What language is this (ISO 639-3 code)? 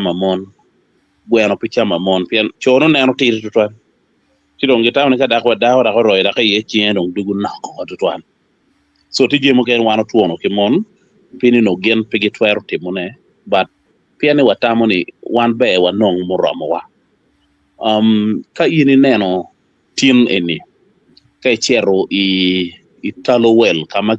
ach